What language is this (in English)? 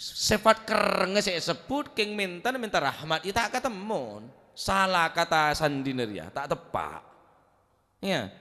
Madurese